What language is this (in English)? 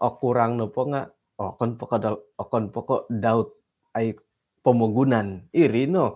Central Dusun